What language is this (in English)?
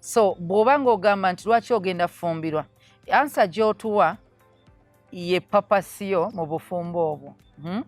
Ganda